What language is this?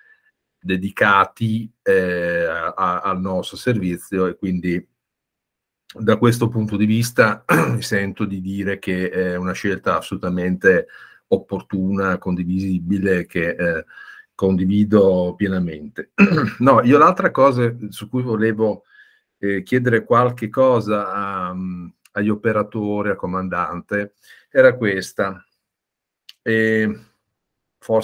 Italian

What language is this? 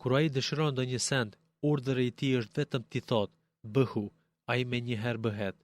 Albanian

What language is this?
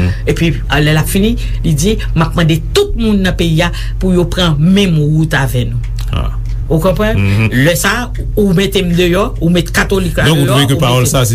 Haitian Creole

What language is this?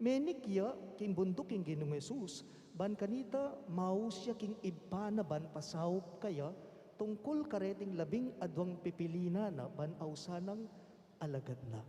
Pampanga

